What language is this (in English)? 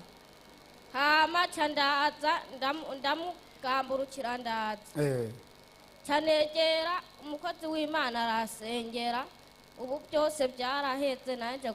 Rundi